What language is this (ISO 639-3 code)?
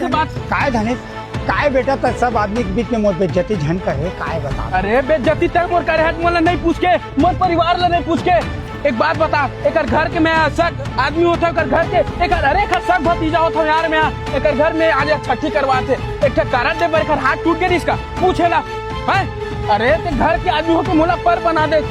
hne